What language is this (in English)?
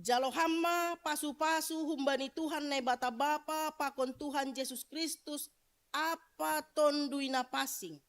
Batak Simalungun